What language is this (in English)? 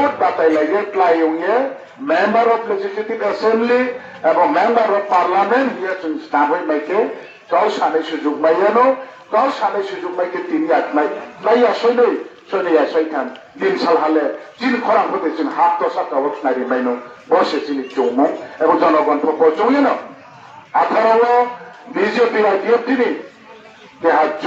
Riang (India)